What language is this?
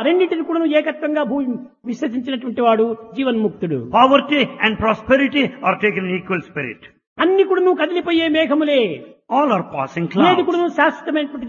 Telugu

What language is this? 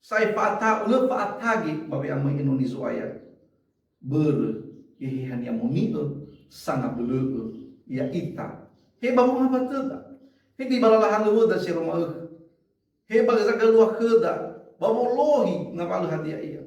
Nias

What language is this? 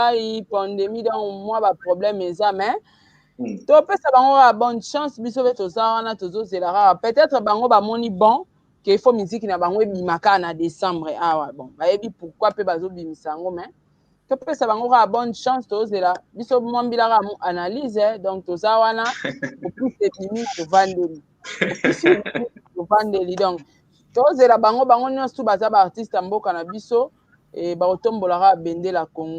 Lingala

